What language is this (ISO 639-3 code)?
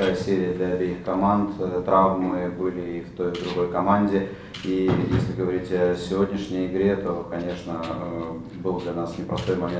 rus